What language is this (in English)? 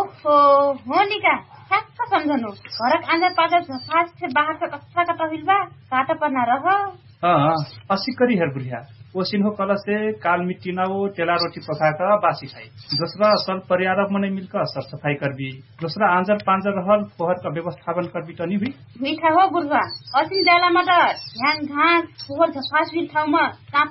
Dangaura Tharu